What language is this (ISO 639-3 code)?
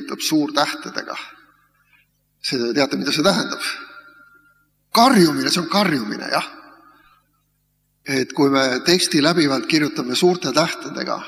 est